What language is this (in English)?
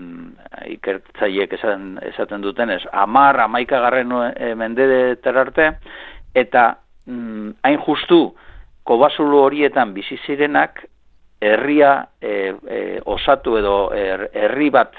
Basque